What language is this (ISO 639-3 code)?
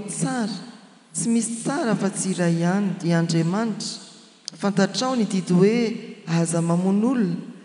mlg